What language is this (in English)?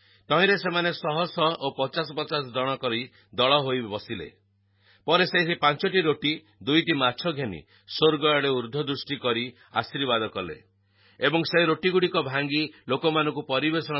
Odia